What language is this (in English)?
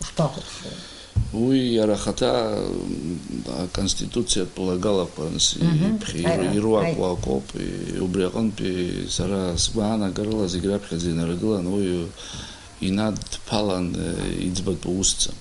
Abkhazian